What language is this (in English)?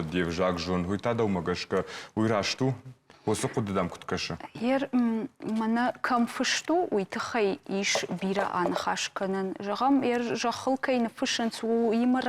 Ossetic